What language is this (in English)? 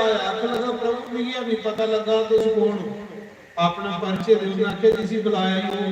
Dogri